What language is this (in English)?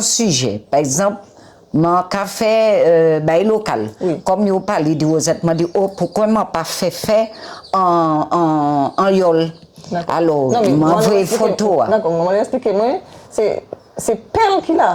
Guadeloupean Creole French